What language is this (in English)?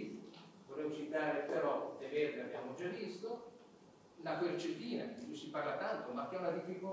Italian